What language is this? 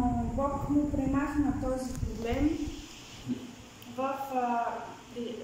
Bulgarian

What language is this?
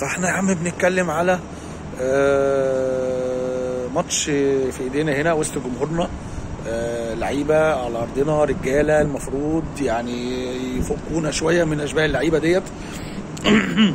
Egyptian Arabic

